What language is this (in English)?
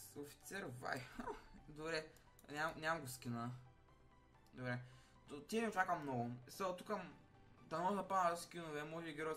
Bulgarian